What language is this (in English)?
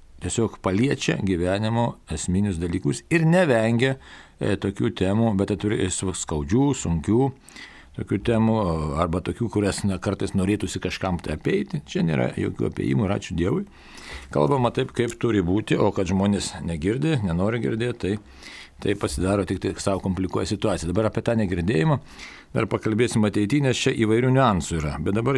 Lithuanian